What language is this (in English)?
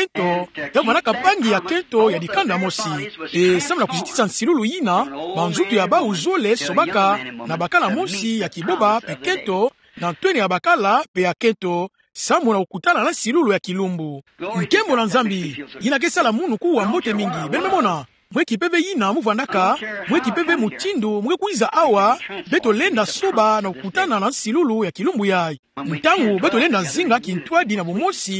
Kituba (Democratic Republic of Congo)